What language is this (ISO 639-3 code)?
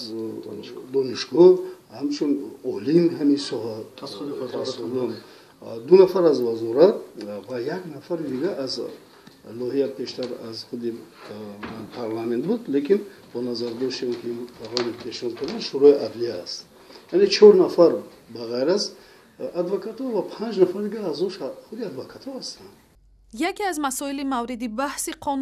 tgk